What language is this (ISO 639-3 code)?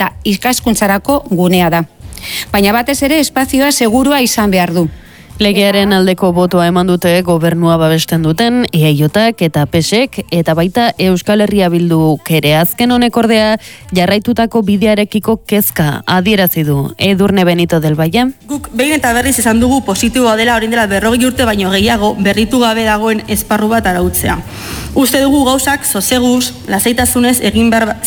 eus